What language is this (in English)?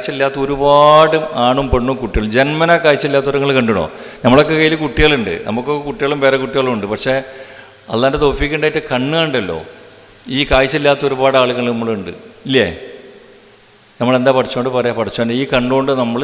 Malayalam